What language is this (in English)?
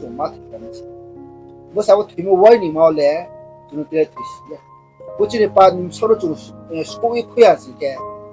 Riang (India)